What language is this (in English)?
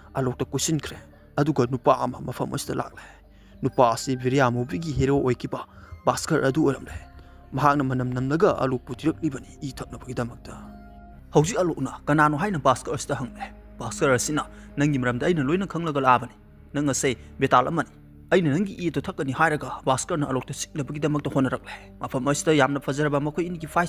Manipuri